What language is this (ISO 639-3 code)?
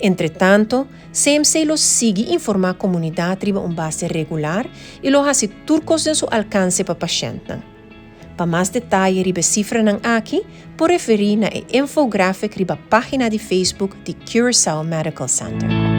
pap